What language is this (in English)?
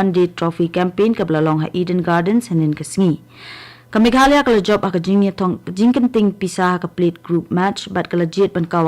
Khasi